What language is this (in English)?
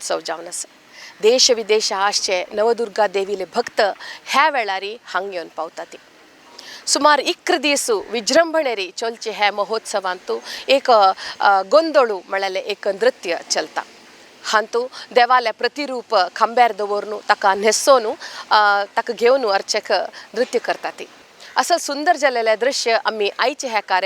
Konkani